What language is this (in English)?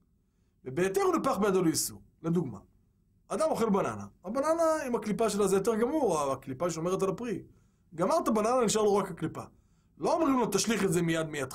Hebrew